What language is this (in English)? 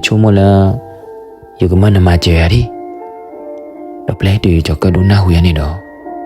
S'gaw Karen